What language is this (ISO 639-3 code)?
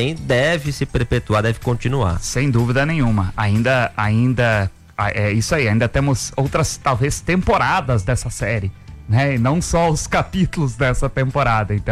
por